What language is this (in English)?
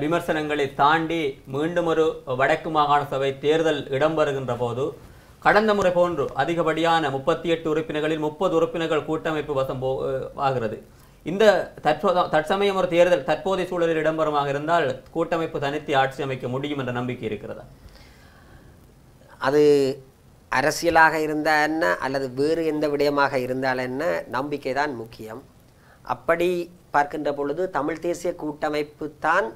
Tamil